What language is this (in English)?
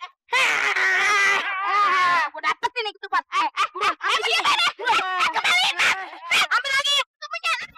Betawi